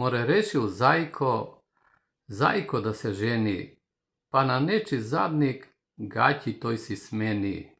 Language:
Macedonian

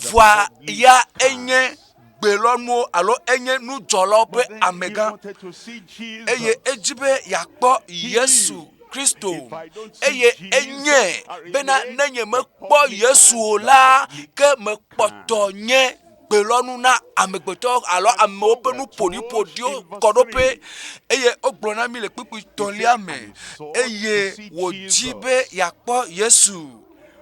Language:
Ewe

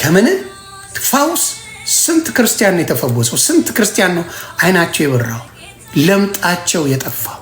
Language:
Amharic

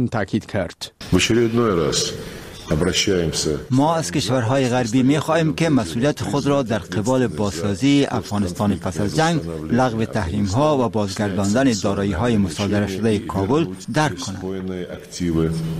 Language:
Persian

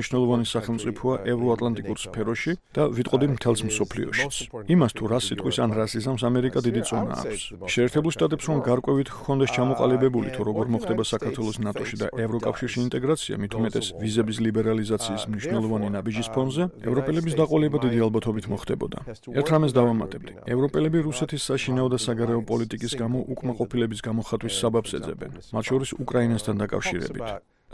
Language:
Georgian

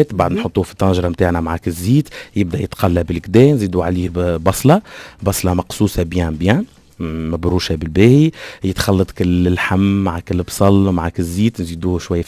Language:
Tunisian Arabic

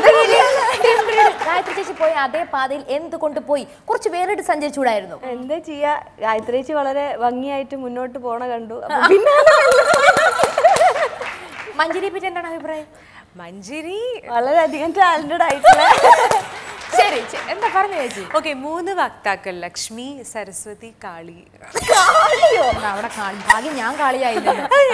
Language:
Malayalam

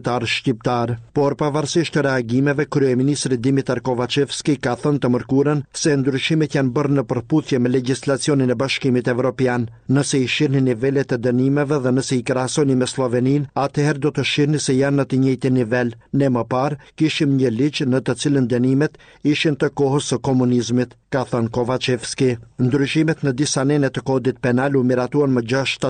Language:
Albanian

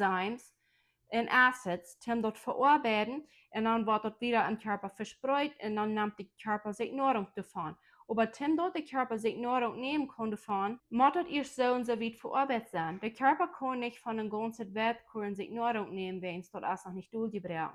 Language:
Plautdietsch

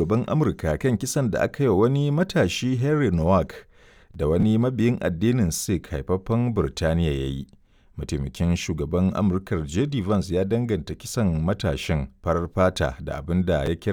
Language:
Hausa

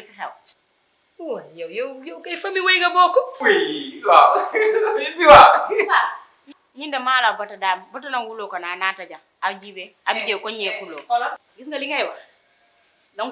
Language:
Wolof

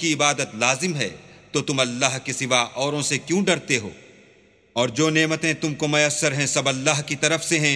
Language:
Urdu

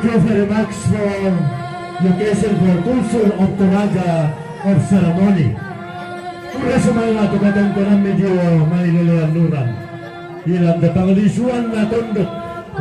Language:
Toraja-Sa'dan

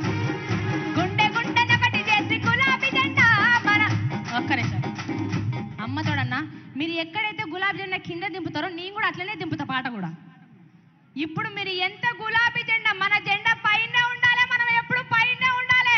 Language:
Telugu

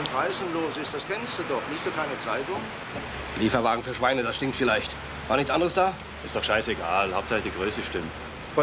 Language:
German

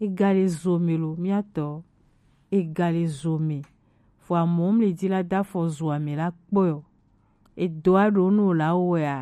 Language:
Gen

